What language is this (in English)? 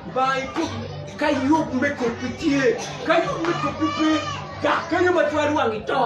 Acoli